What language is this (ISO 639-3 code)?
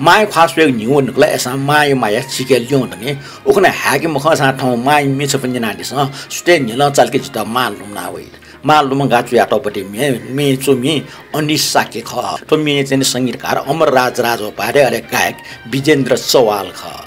new